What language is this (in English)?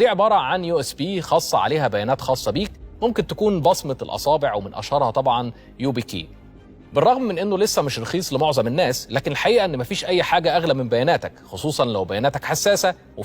Egyptian Arabic